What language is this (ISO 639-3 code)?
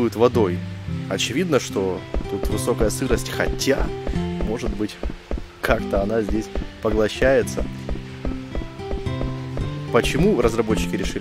rus